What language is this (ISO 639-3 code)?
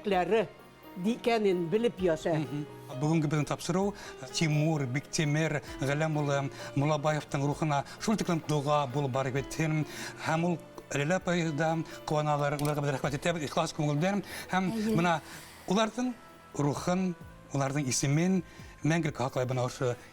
bak